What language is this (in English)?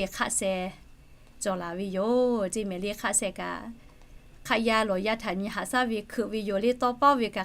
Lahu